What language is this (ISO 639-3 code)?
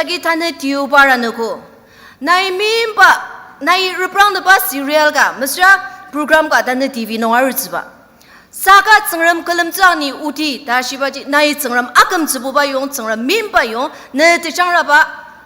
njo